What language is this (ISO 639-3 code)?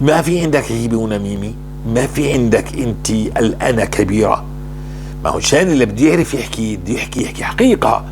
apc